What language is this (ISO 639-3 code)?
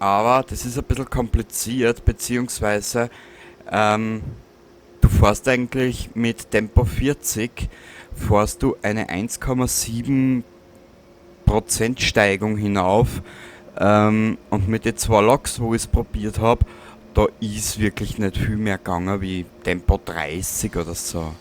bar